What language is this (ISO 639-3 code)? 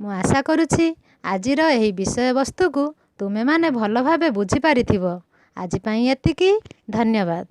ori